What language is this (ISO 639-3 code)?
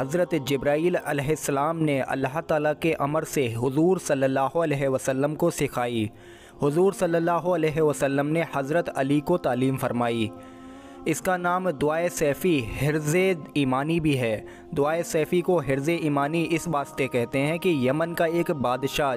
urd